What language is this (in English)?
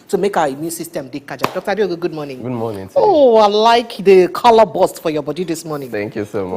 Nigerian Pidgin